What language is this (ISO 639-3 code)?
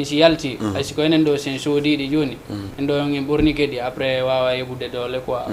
ful